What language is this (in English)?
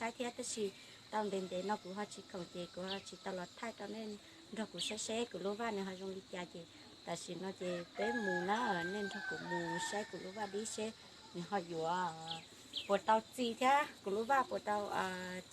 Hmong